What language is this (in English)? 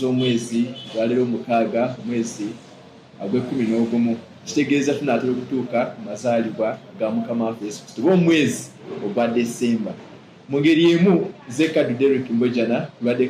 Ganda